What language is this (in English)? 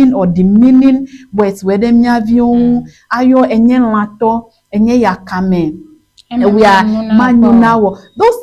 Ewe